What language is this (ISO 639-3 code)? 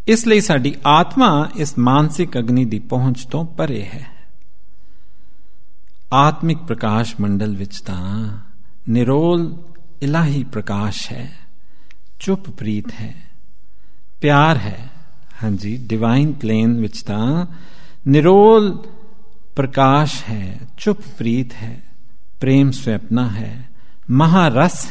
pan